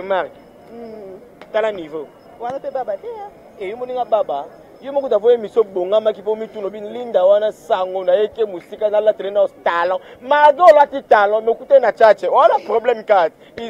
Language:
Lingala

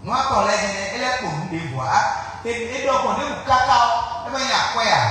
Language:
Fon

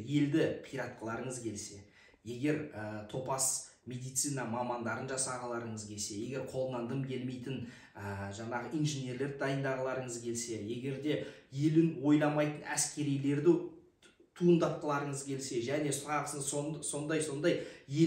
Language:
Kazakh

